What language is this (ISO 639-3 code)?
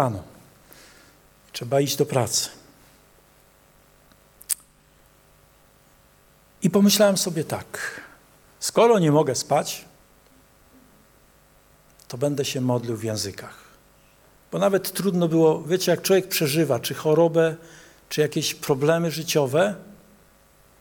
pol